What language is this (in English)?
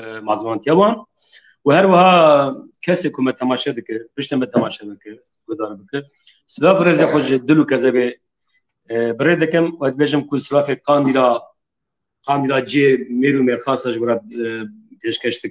Kurdish